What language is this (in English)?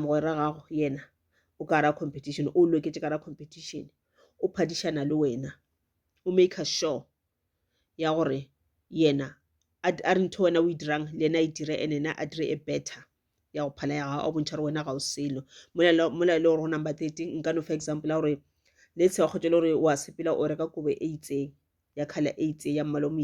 Northern Sotho